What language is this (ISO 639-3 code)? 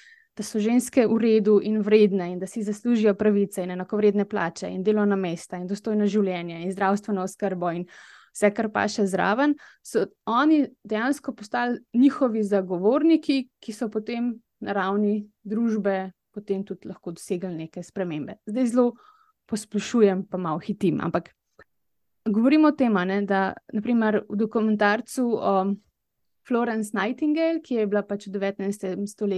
slv